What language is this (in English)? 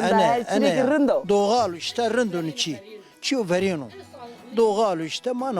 Zaza